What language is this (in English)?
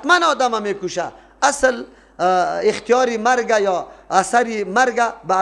Persian